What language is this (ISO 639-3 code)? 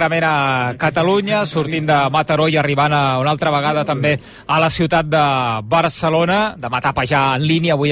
cat